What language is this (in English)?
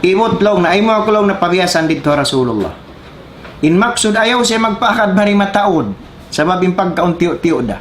Tausug